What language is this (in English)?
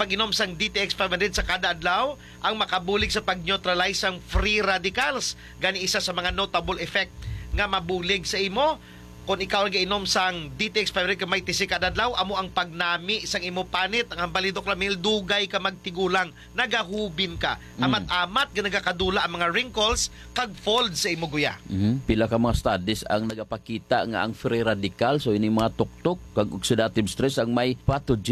Hiligaynon